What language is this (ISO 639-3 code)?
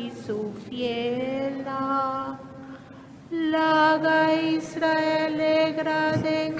pap